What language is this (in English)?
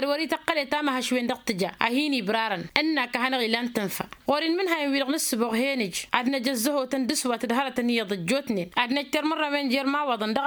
Tamasheq